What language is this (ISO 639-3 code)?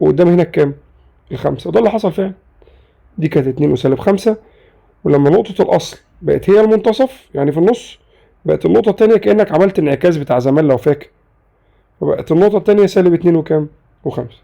arz